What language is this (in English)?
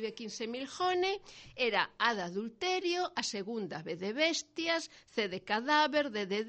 Galician